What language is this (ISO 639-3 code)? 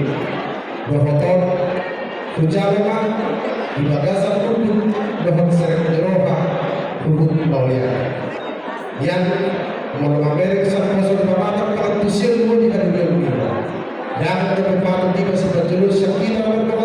bbc